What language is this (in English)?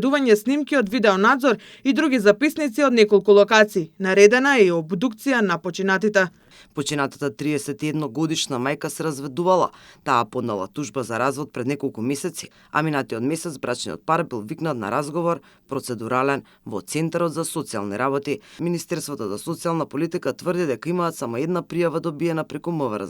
Macedonian